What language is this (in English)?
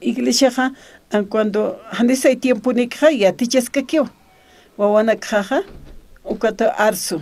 Aymara